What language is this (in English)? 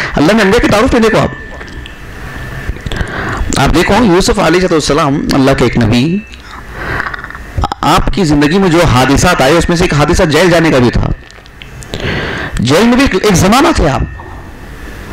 Urdu